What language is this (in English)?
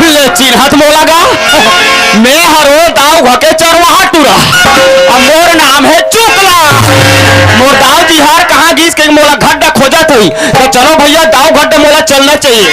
Chhattisgarhi